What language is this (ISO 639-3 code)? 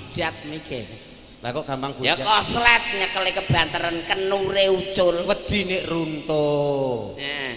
jav